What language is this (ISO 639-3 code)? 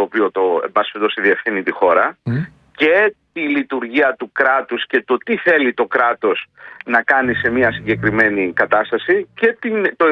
ell